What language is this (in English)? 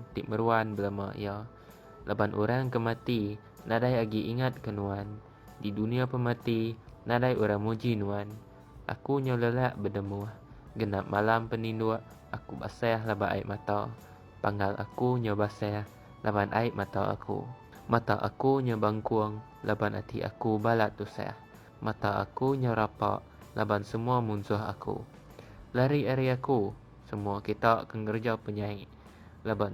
Iban